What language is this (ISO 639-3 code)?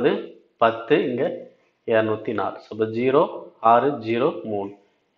tam